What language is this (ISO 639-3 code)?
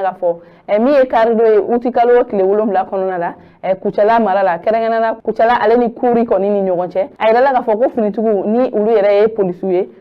bam